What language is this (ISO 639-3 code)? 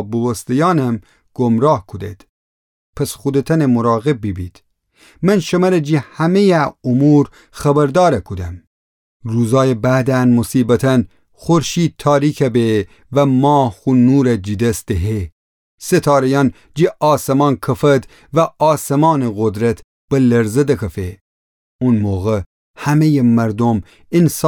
glk